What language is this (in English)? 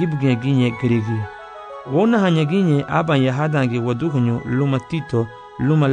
Garifuna